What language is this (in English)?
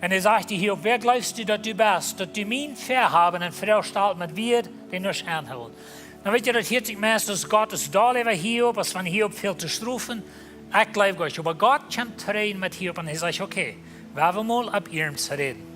Plautdietsch